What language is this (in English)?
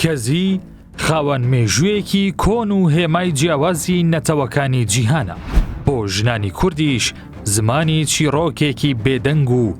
Central Kurdish